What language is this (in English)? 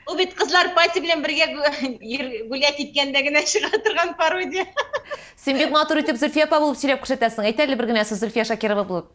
Tatar